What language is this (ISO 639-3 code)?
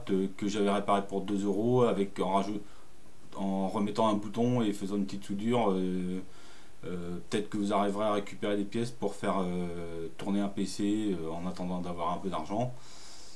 fra